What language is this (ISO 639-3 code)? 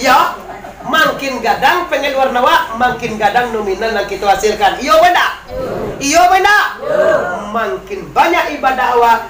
min